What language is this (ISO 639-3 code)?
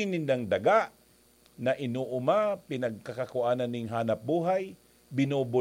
bik